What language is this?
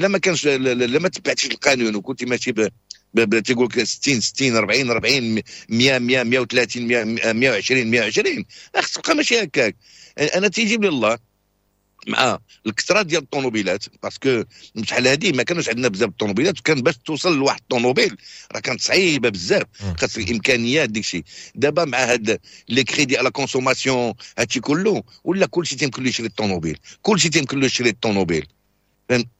Moroccan Arabic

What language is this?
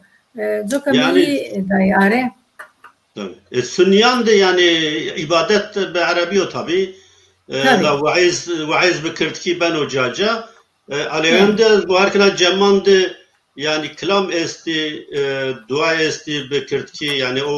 Zaza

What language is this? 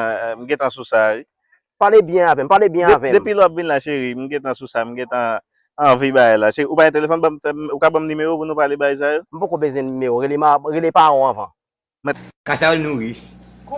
Haitian Creole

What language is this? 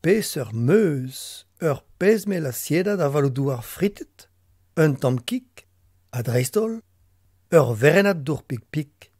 Breton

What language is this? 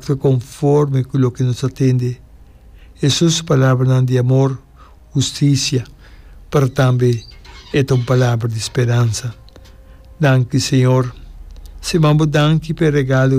Papiamento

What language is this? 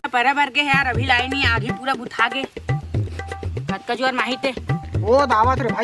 Chhattisgarhi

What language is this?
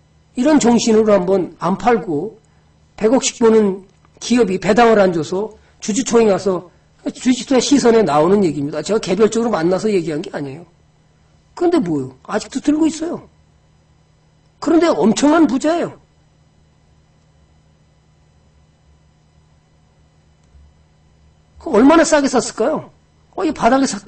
Korean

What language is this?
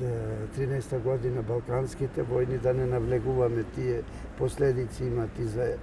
Macedonian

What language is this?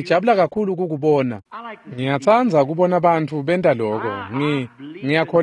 Swati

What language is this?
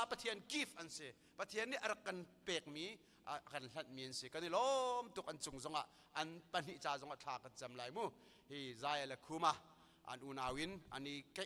Hakha Chin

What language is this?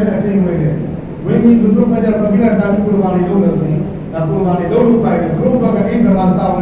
Burmese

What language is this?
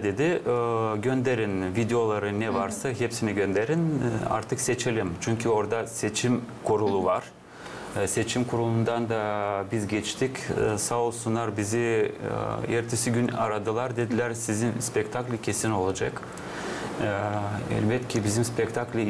Gagauz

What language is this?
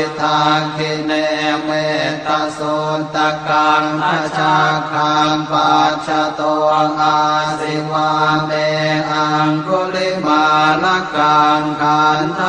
Pali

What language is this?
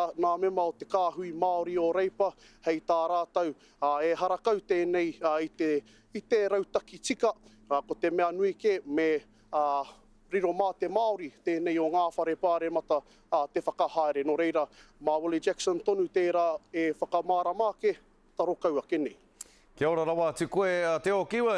Māori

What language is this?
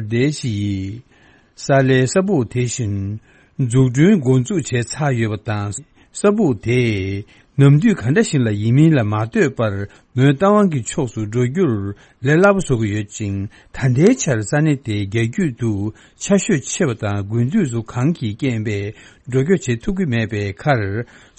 Tibetan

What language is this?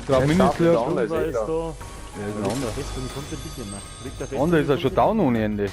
Bavarian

